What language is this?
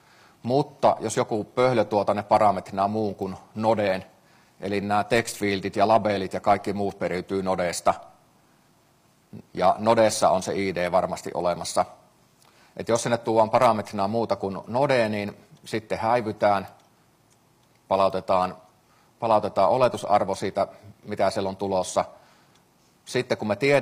Finnish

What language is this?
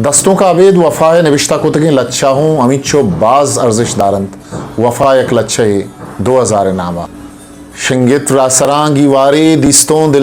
Eastern Balochi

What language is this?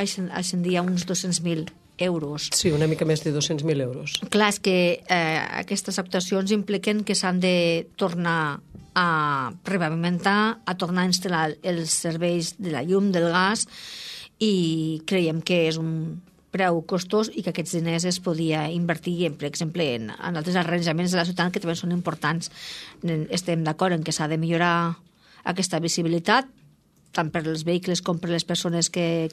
Catalan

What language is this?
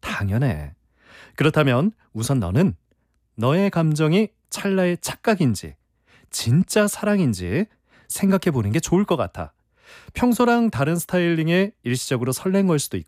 Korean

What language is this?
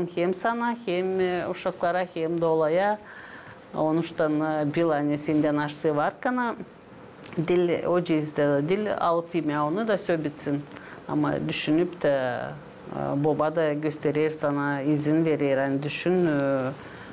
Gagauz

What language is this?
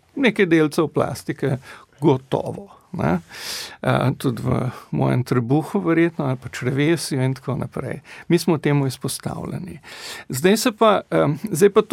Slovenian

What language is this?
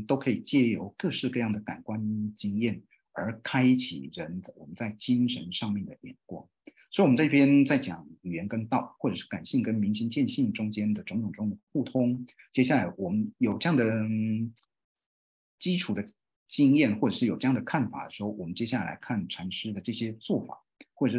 Chinese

